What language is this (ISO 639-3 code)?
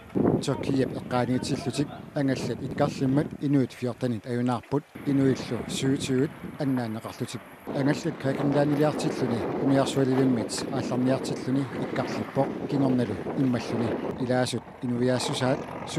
kal